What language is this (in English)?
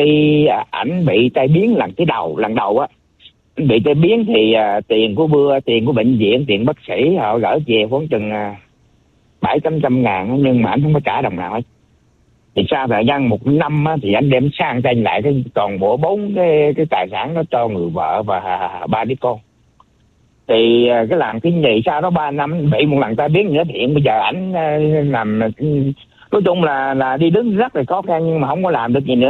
Vietnamese